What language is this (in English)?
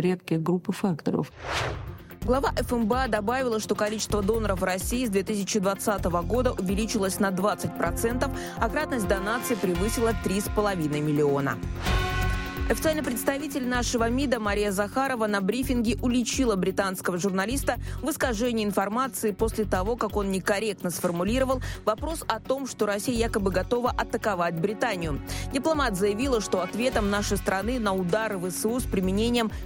Russian